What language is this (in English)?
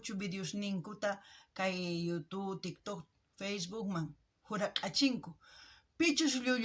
South Bolivian Quechua